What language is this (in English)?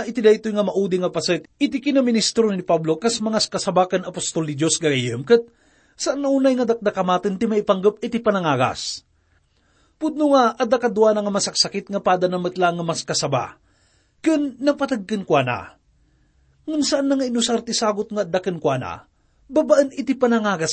Iloko